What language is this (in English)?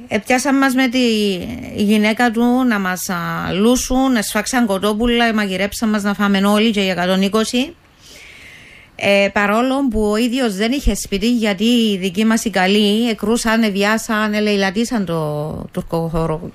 Greek